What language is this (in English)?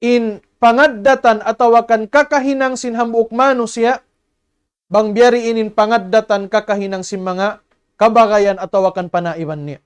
Tausug